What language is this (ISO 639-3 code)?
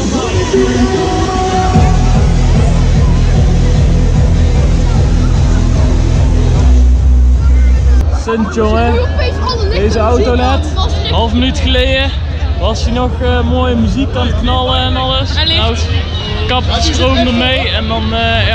nld